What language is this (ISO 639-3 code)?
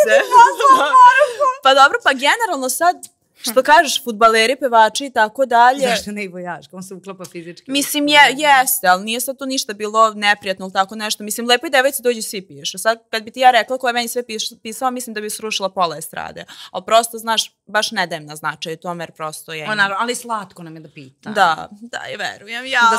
srp